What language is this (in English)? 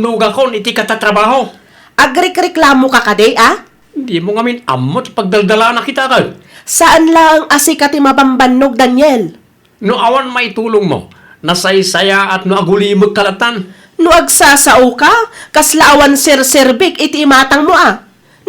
Iloko